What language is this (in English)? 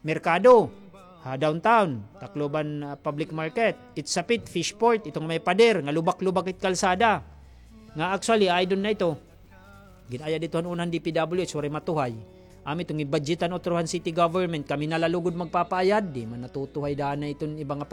Waray